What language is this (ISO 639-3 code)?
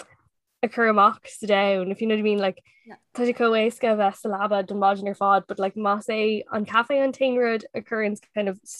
gle